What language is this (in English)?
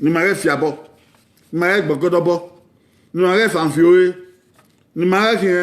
Bini